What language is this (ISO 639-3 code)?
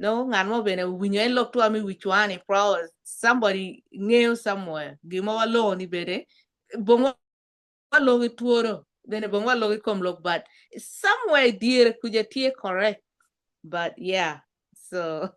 ach